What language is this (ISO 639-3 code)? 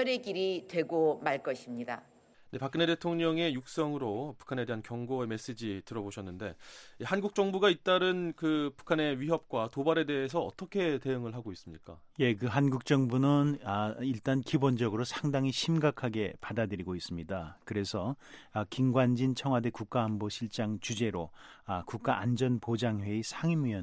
kor